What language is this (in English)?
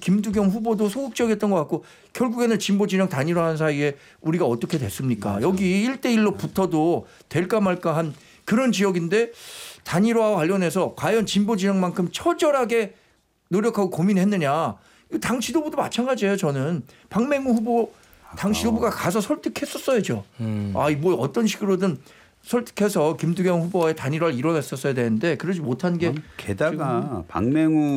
Korean